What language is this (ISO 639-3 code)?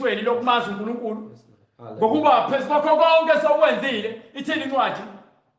zul